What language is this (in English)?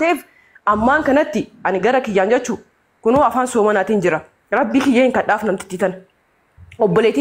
Oromo